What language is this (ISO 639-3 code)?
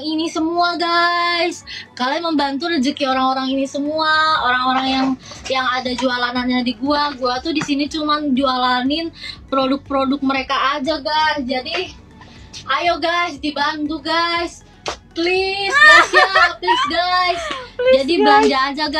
ind